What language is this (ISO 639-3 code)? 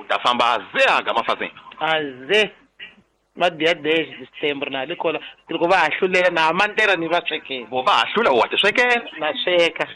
tso